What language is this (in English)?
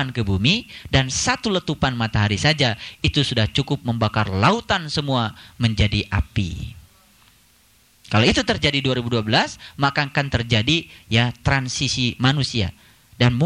Indonesian